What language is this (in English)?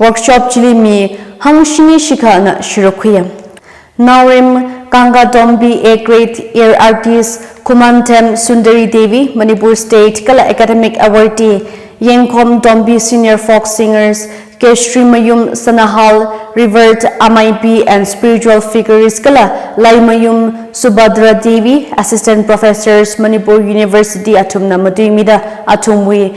Tangkhul Naga (India)